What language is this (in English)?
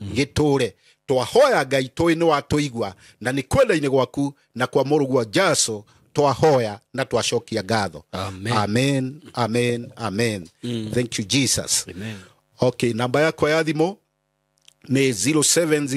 Kikuyu